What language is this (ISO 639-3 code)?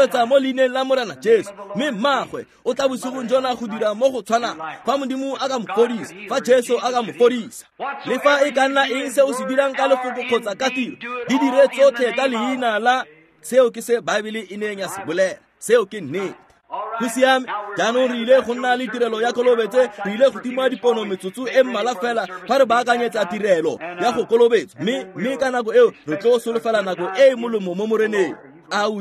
tsn